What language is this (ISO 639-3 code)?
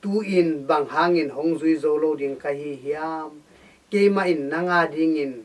ctd